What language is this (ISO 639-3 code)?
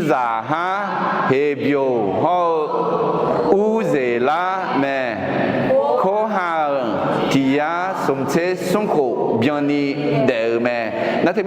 ahk